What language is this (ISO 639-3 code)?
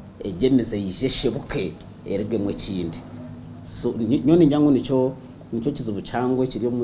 nyn